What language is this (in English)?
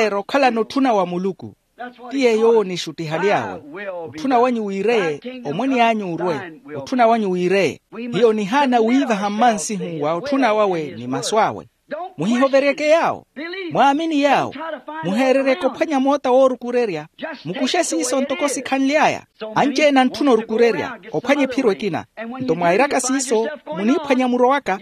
Makhuwa